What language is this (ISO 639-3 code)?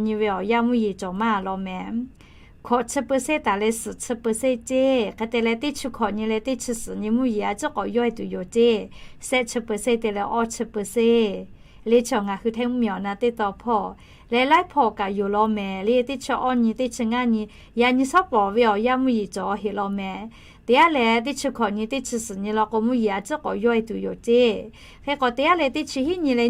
lhu